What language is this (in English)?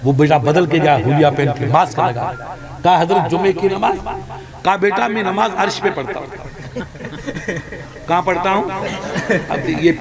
Urdu